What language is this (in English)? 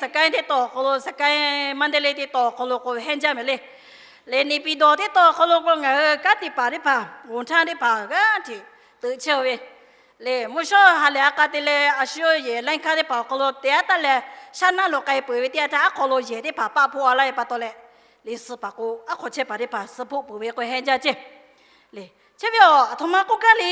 Lahu